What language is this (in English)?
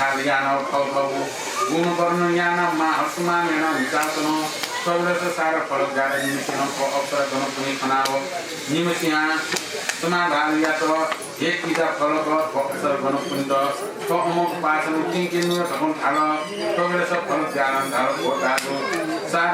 Newari